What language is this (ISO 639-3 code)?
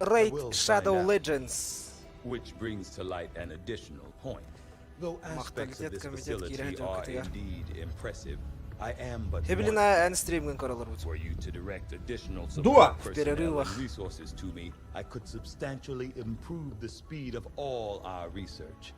sah